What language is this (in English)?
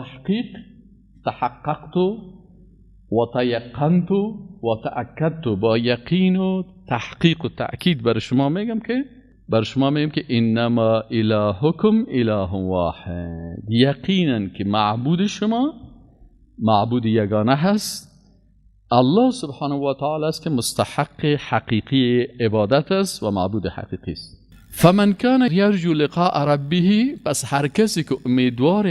Persian